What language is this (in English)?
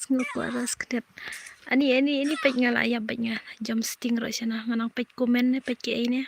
Khasi